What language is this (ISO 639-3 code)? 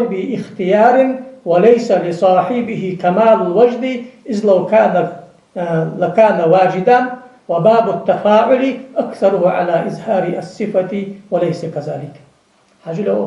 inh